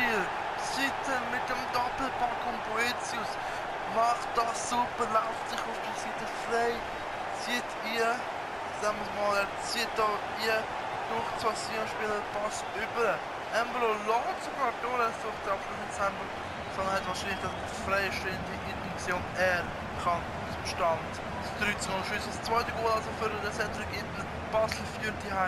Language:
Swiss German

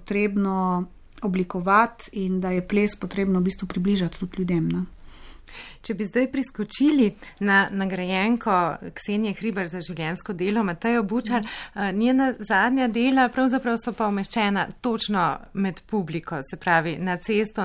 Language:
Slovenian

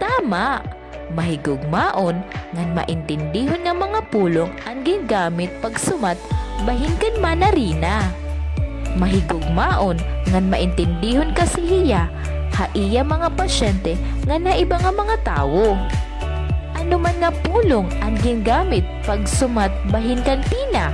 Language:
Waray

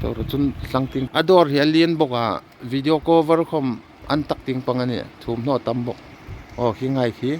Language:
Hmar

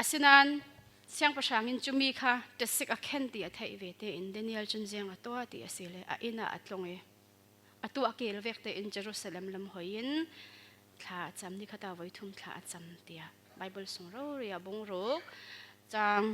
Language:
Falam Chin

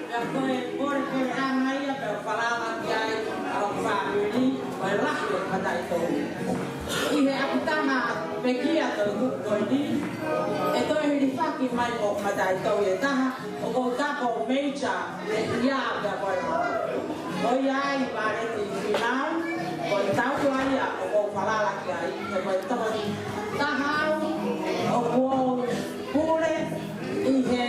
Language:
Tongan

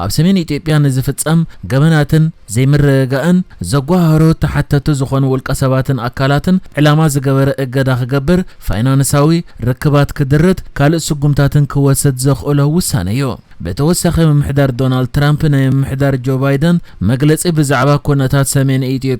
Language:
Tigrinya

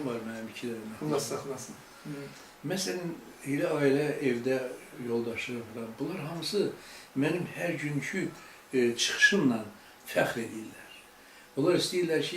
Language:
Azerbaijani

